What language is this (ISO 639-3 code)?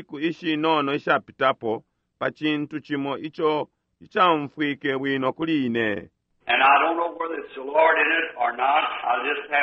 bem